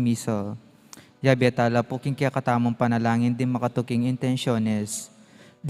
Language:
Pampanga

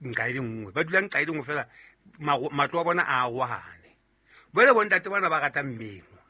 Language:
Southern Sotho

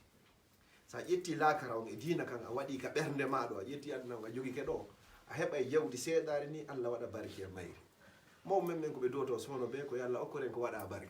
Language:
Fula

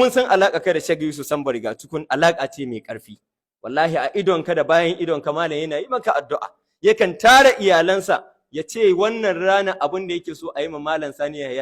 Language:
Hausa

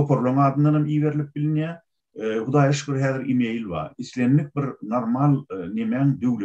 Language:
Turkmen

